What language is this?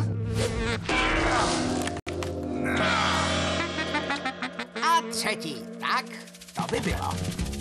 Czech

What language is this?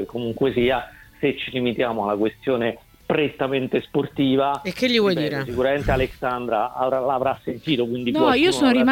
Italian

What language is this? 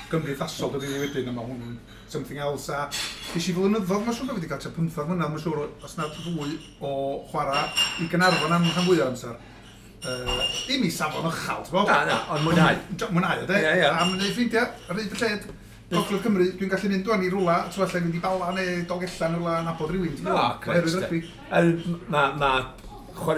Welsh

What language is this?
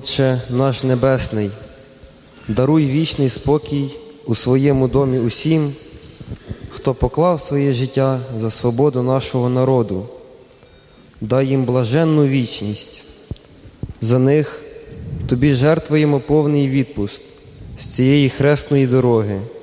Ukrainian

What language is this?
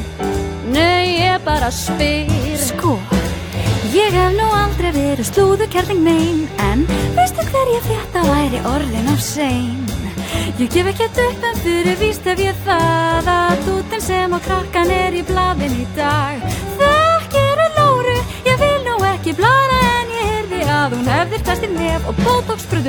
Icelandic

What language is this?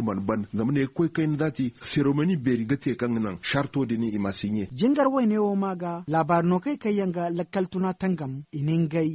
Zarma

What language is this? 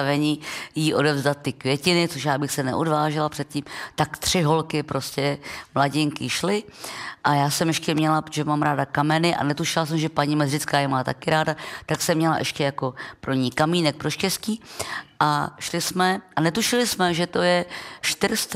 Czech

